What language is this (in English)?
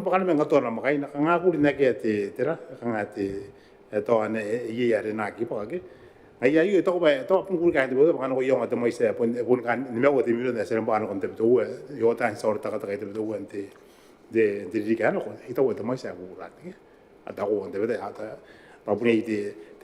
Gilbertese